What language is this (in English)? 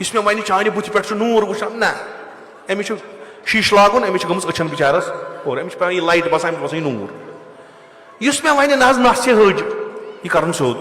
Kashmiri